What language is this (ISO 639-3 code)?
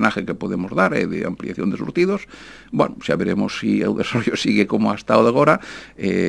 glg